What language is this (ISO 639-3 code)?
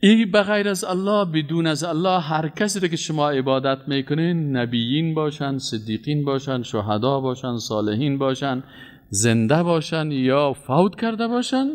fas